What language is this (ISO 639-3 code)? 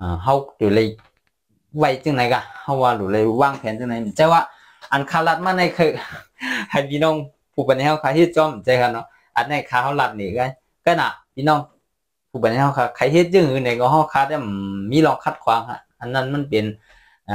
shn